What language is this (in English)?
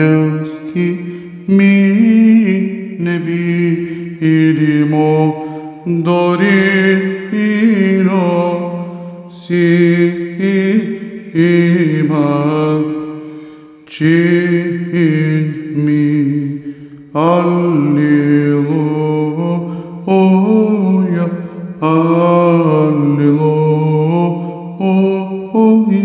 Bulgarian